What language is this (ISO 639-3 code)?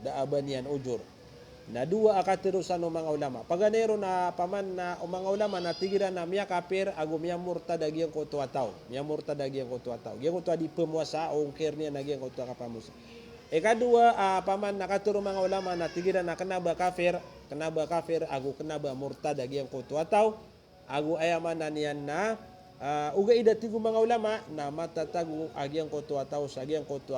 mrw